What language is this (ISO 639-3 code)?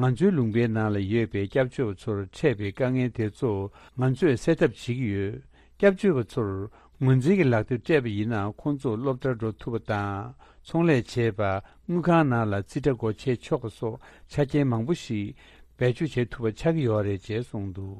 bod